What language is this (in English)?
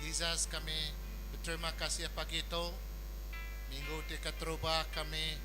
Iban